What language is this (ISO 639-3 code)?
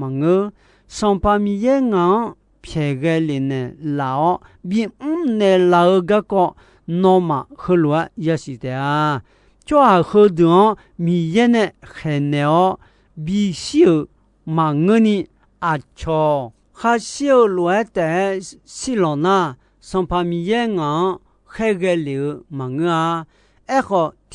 ahk